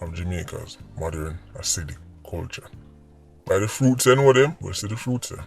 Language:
Jamaican Creole English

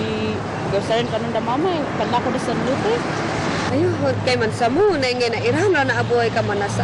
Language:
Kankanaey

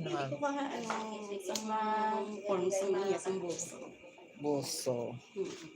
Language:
Hiligaynon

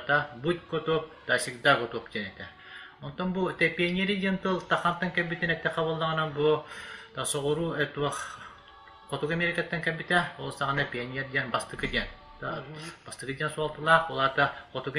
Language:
Yakut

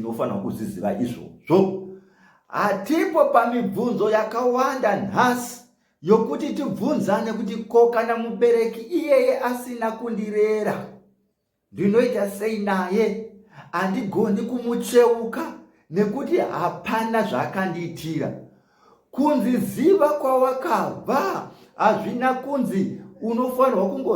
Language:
Shona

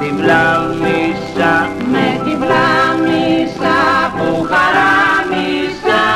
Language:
Greek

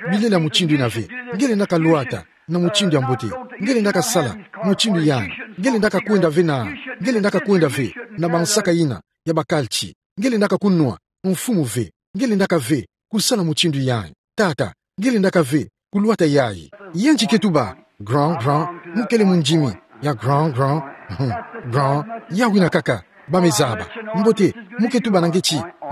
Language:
Kituba (Democratic Republic of Congo)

